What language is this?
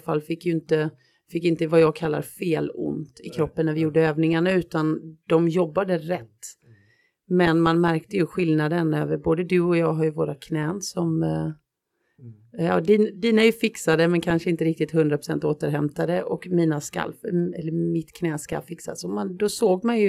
Swedish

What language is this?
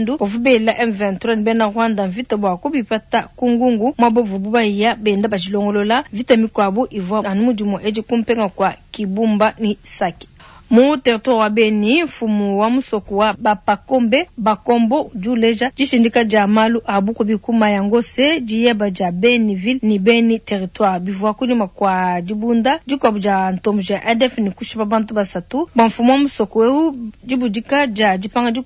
Luba-Lulua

